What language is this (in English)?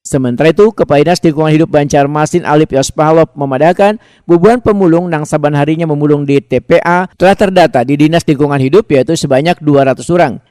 Banjar